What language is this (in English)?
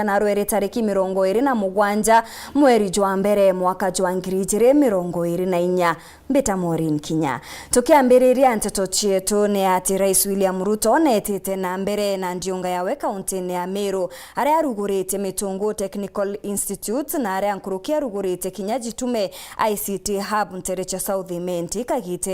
Meru